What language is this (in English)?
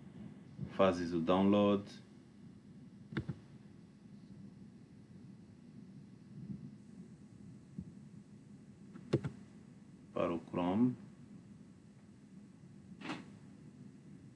Portuguese